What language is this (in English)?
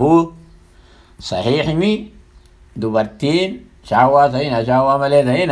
Oromo